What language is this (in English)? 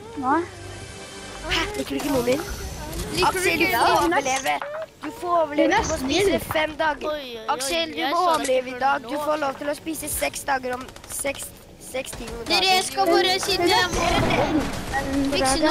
Norwegian